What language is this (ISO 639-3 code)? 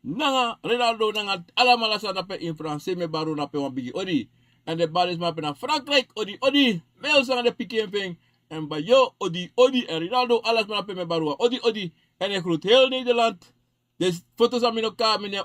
srn